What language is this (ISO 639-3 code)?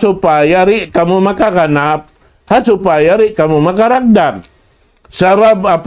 tsg